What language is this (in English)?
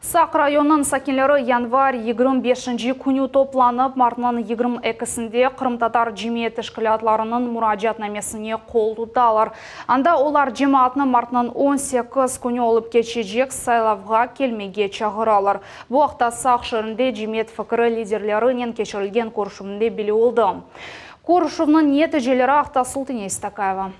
Crimean Tatar